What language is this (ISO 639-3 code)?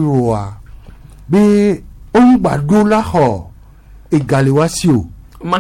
gej